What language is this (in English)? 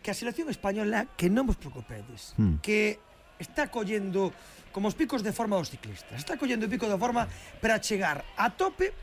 Galician